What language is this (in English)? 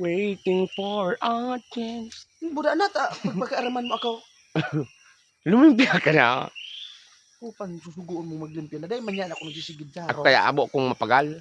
Bikol